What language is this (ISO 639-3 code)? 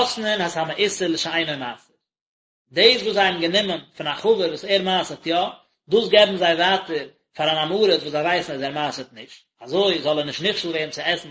yid